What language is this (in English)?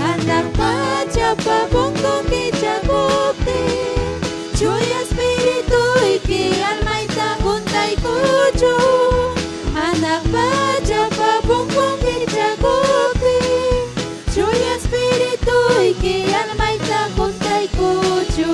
Ayacucho Quechua